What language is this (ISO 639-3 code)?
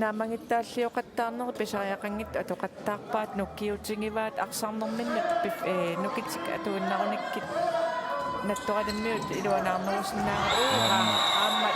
kal